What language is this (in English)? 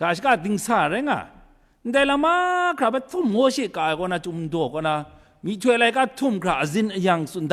Kachin